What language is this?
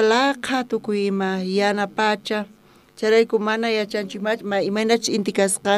South Bolivian Quechua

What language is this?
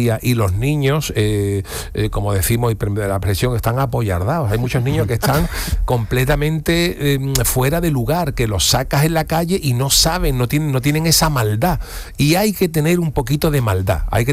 Spanish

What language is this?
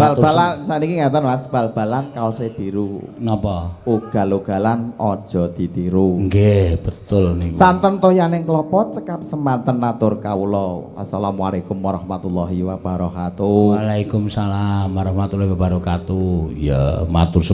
Javanese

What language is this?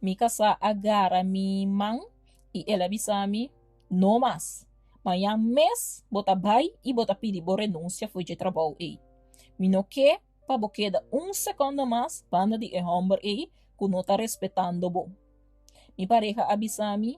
Papiamento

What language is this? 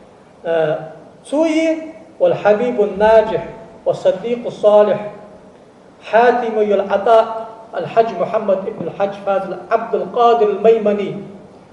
Ingush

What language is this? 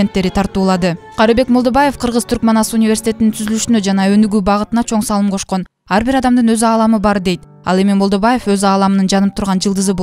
Kyrgyz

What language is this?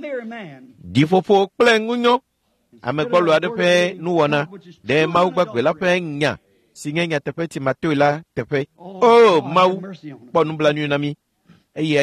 Ewe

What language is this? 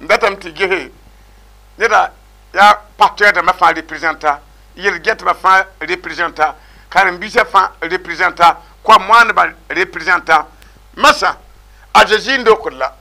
Mossi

